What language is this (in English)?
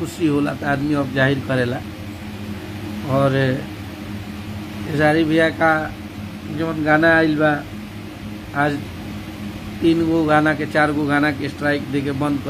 Bhojpuri